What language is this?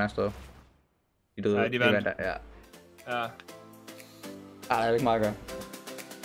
Danish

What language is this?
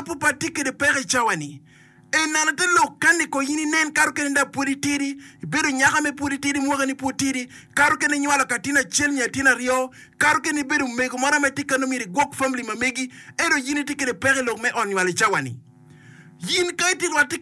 Acoli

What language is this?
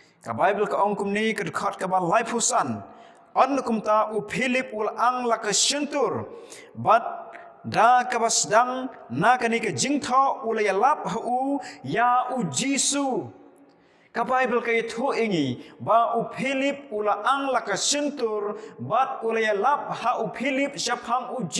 Khasi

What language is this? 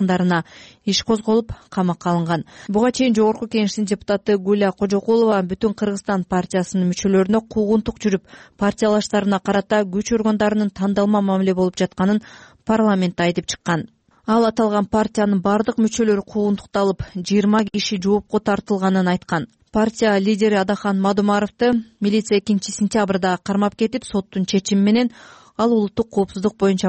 Kyrgyz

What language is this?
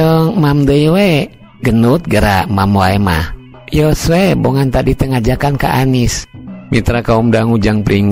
Sundanese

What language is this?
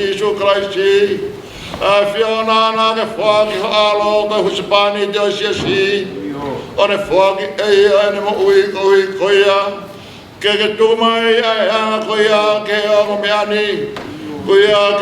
Tongan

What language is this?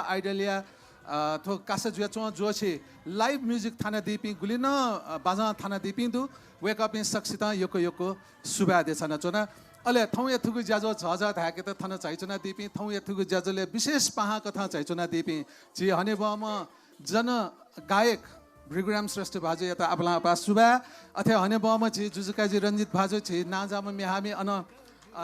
Newari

